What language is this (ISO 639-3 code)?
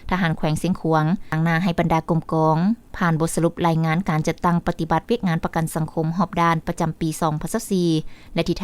lao